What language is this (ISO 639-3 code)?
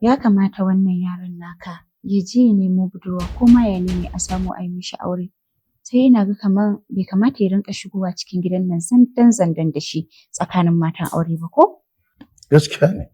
hau